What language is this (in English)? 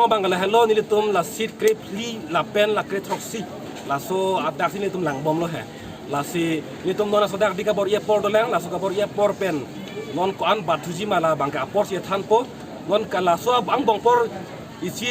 Karbi